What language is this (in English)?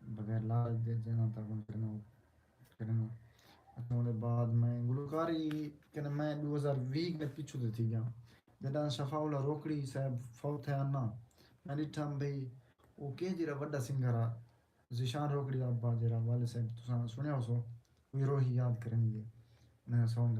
Saraiki